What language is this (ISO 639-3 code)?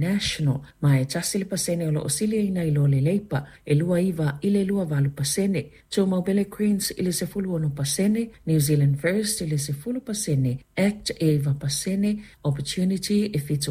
smo